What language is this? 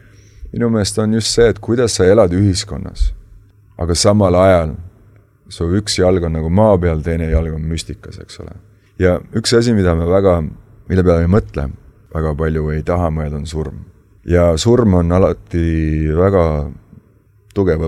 Estonian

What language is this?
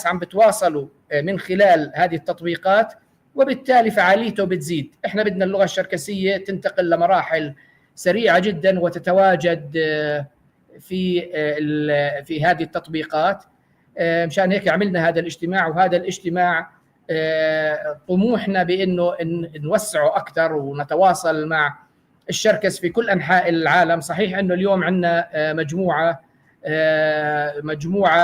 North Levantine Arabic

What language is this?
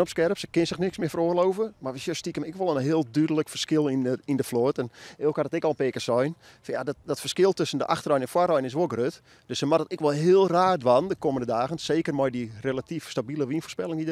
Western Frisian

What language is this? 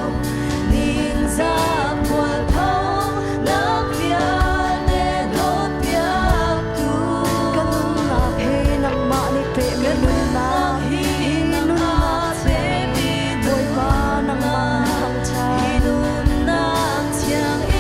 Hakha Chin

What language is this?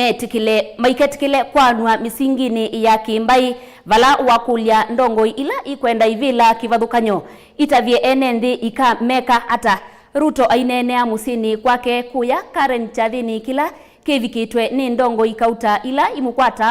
Kamba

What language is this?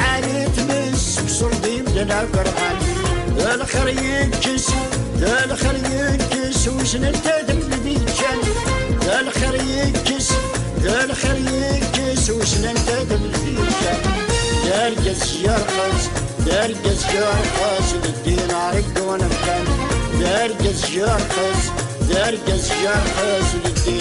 Kabyle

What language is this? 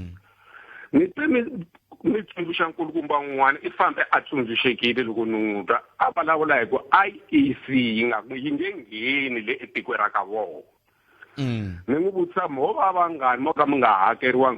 Tsonga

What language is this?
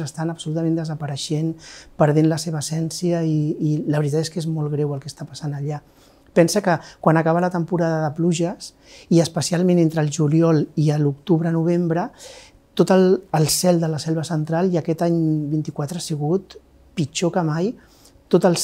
Catalan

